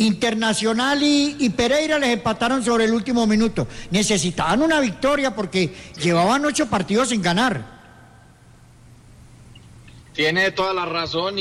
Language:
Spanish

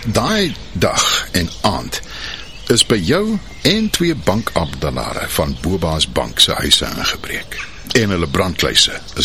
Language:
Afrikaans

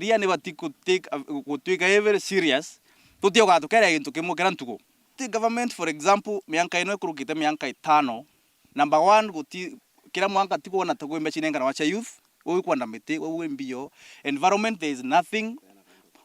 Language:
Meru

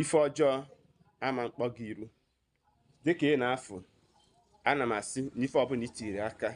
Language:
Igbo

